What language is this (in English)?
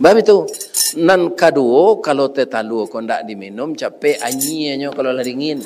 Minangkabau